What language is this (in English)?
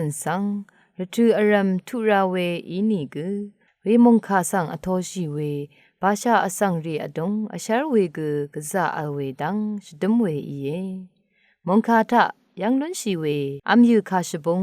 Rawang